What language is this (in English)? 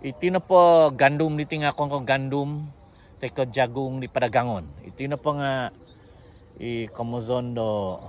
Central Dusun